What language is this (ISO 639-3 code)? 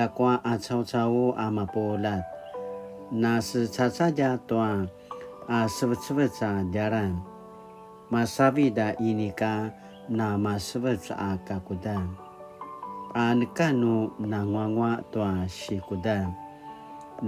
pwn